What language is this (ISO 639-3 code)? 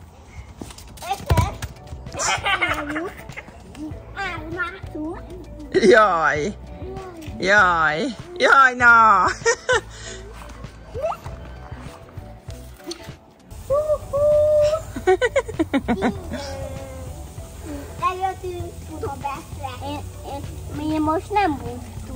hun